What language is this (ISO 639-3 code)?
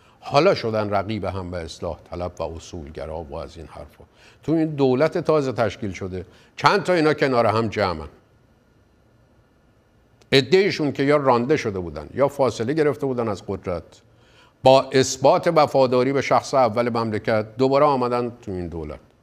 fas